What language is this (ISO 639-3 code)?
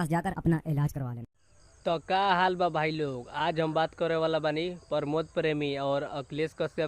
bho